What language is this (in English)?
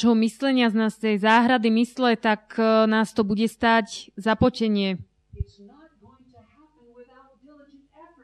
Slovak